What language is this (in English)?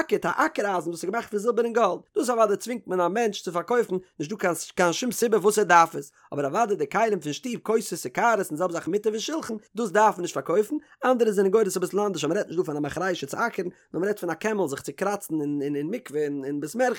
Yiddish